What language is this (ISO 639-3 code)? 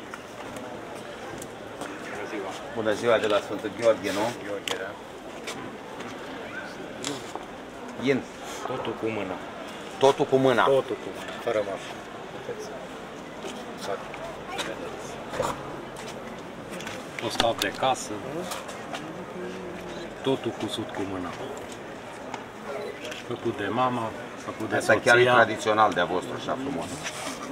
ron